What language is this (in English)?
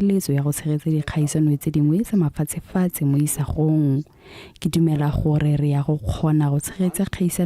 Tswana